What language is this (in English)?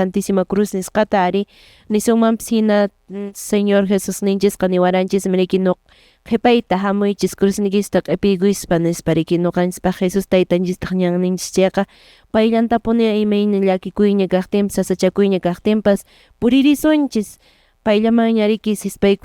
Quechua